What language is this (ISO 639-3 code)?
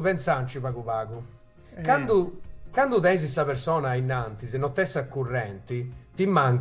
srd